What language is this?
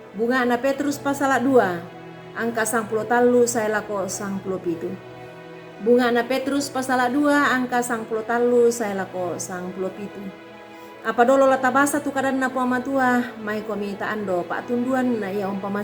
Toraja-Sa'dan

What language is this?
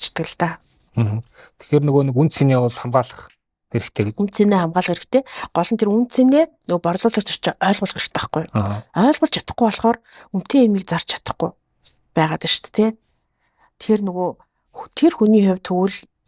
Mongolian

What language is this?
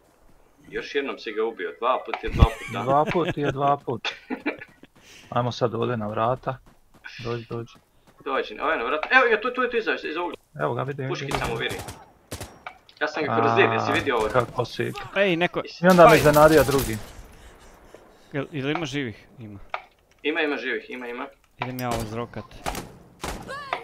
Croatian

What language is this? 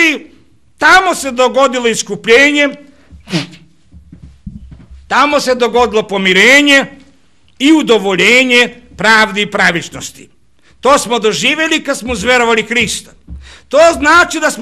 Serbian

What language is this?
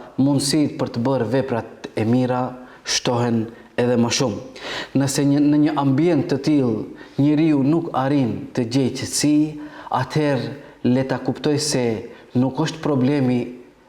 Albanian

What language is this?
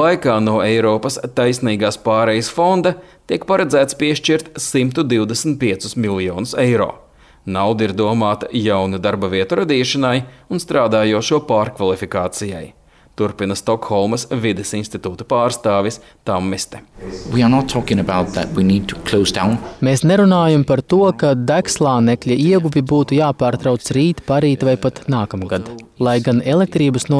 Latvian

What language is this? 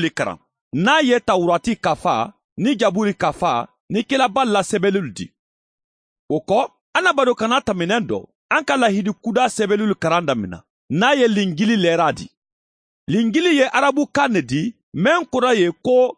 Mandingo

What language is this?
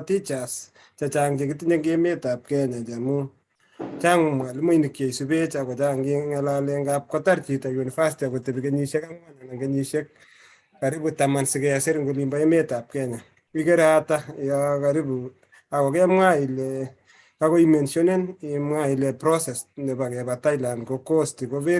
Kalenjin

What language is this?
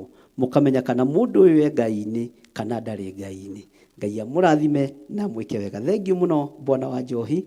Kikuyu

